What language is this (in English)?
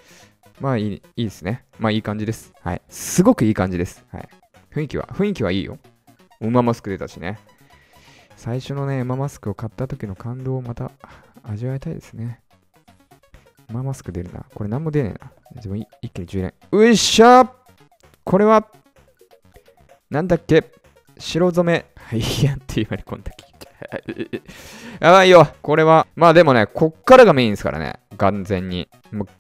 Japanese